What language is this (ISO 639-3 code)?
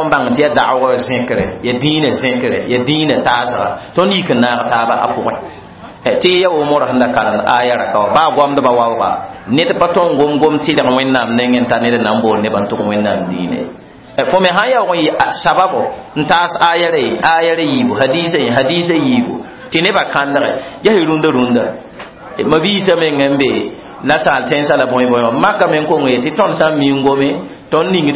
mos